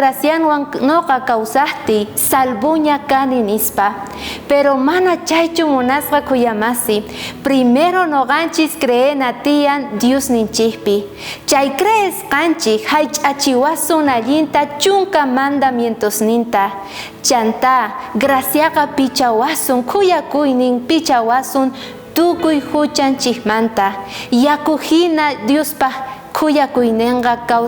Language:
South Bolivian Quechua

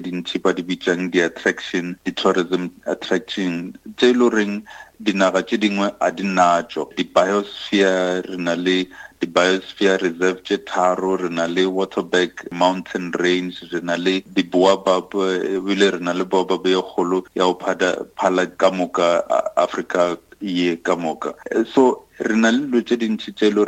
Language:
Northern Sotho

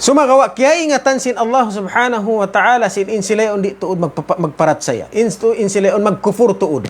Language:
Tausug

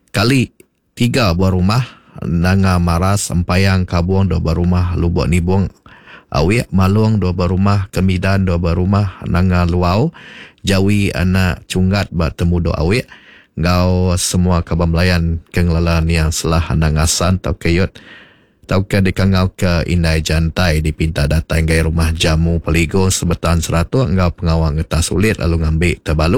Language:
Iban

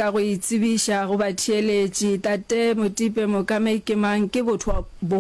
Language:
Northern Sotho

